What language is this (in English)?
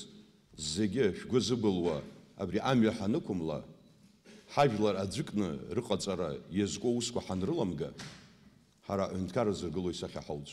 Abkhazian